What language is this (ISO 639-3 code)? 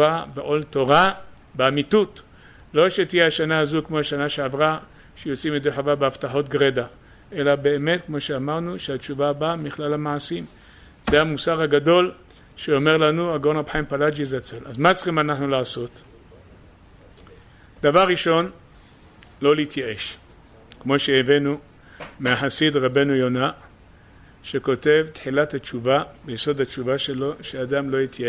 heb